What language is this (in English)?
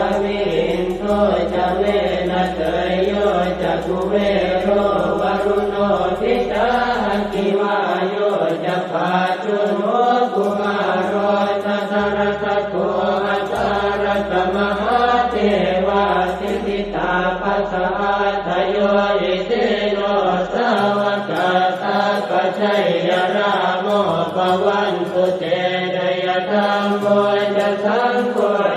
Pali